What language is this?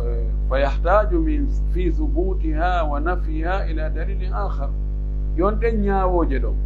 Pular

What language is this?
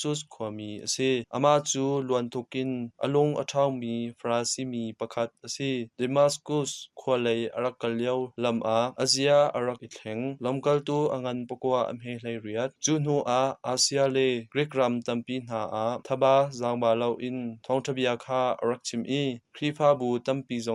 Hakha Chin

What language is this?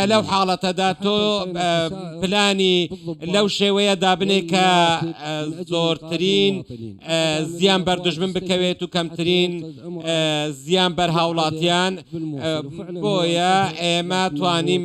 Central Kurdish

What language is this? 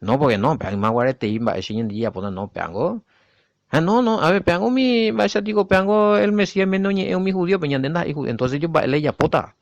Guarani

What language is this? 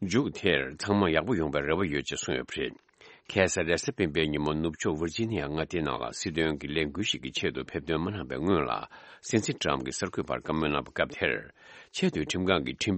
Tibetan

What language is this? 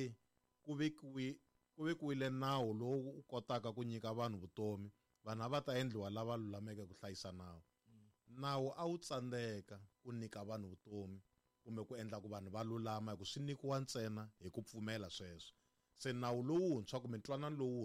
Tsonga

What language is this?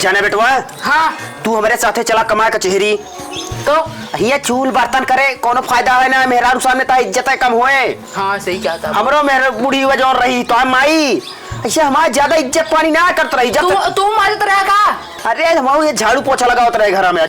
Awadhi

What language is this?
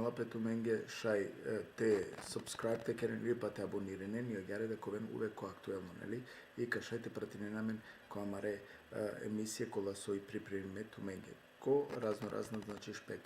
Balkan Romani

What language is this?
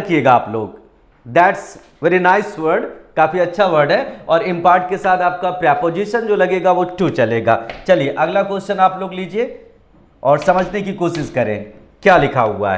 Hindi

